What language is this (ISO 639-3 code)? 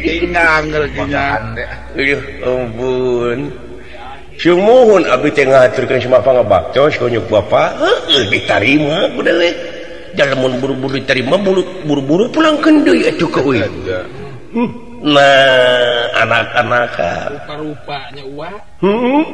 sun